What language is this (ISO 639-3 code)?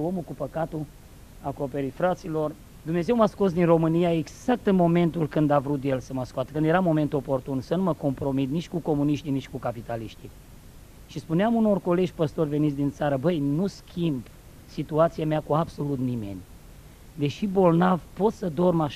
ron